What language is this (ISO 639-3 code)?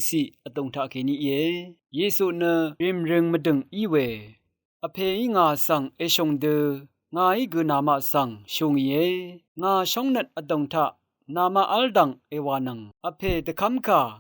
raw